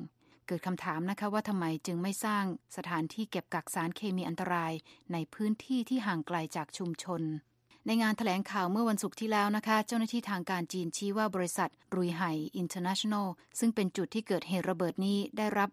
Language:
Thai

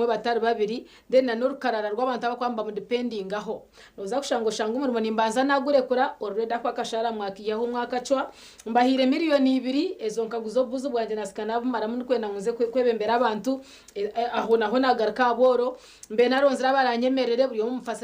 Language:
Nyankole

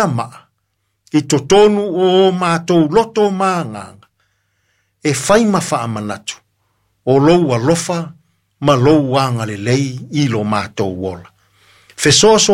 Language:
Samoan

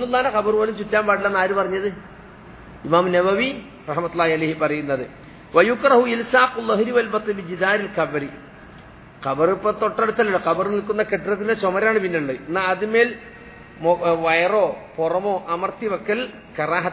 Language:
Malayalam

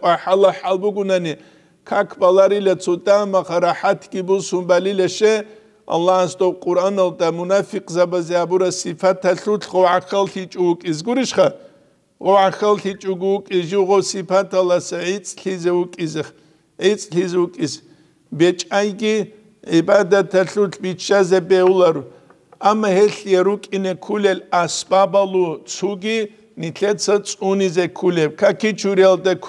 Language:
Avaric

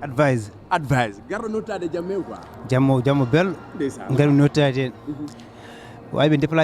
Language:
Fula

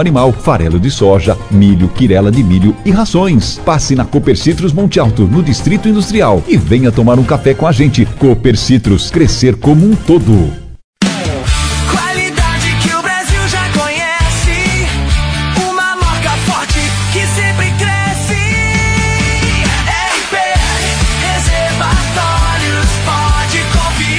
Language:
Portuguese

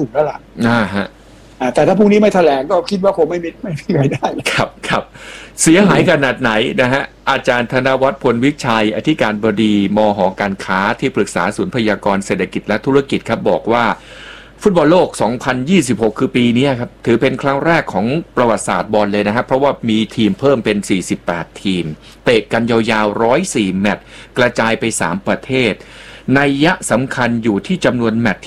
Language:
Thai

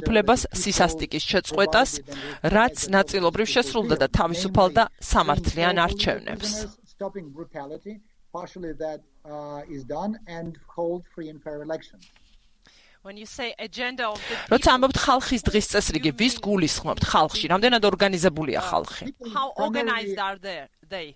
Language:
Georgian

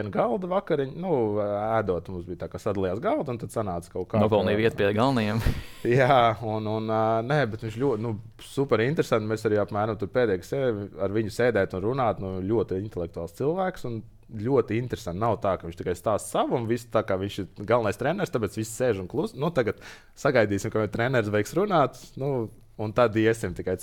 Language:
Latvian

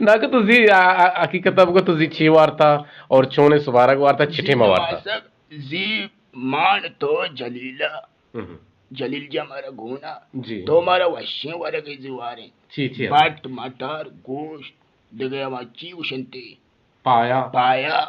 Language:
Eastern Balochi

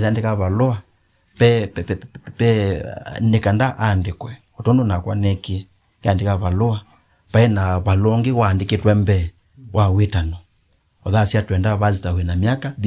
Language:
Kamba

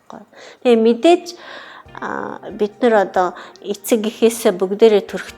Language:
Mongolian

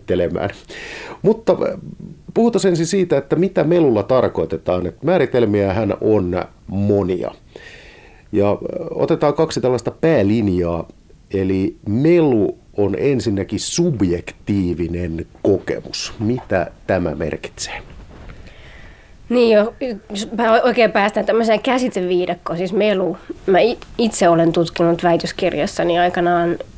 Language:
Finnish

